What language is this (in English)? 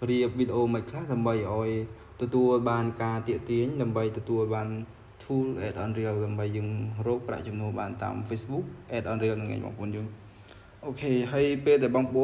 Khmer